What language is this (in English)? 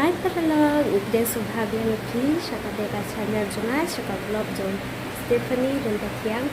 Khasi